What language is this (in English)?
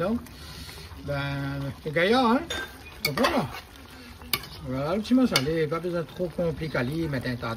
Réunion Creole French